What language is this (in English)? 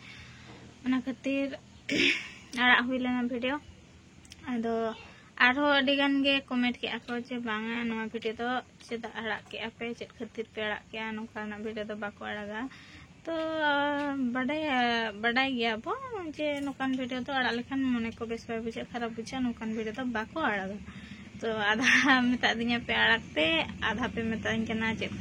Santali